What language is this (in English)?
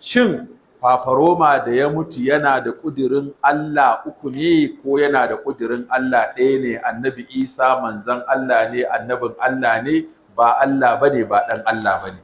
Hausa